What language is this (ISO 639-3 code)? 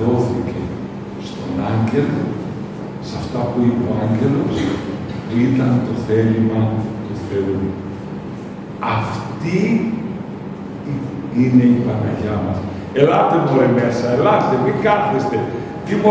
ell